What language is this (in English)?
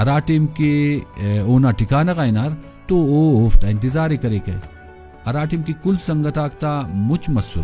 Brahui